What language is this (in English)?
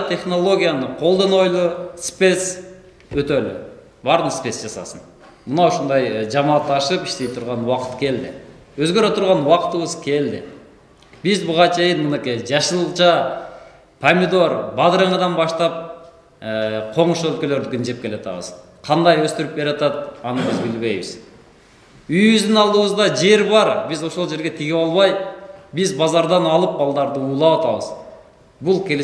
Kyrgyz